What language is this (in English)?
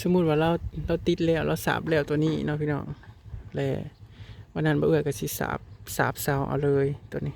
Northeastern Thai